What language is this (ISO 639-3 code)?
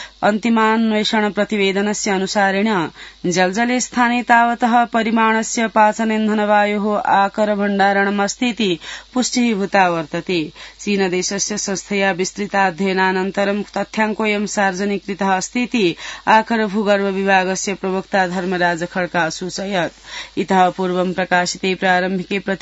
san